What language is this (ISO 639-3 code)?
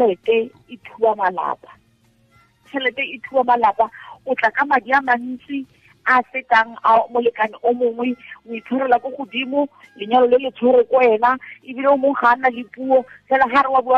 tsn